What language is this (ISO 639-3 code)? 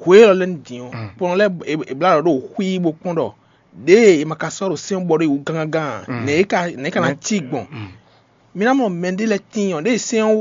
fon